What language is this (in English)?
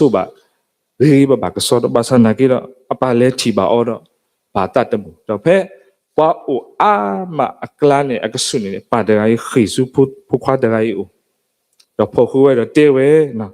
S'gaw Karen